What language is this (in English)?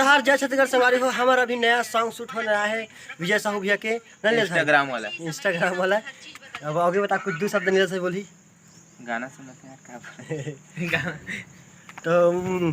Chhattisgarhi